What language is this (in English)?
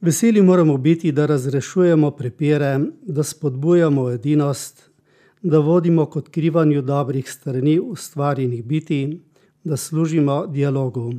Slovenian